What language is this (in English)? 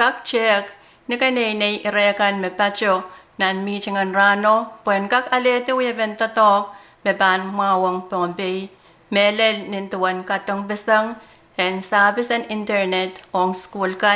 Pohnpeian